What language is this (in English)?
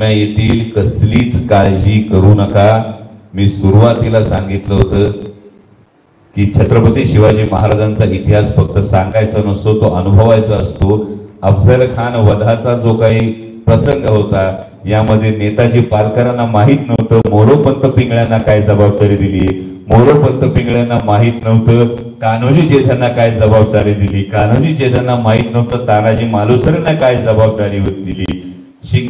Marathi